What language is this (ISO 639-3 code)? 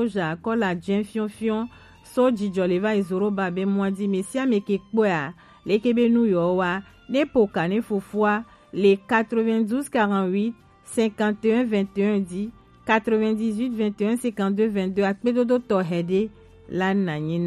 gej